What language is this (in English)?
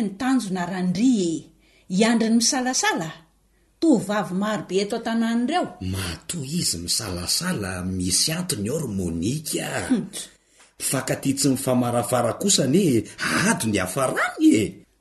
Malagasy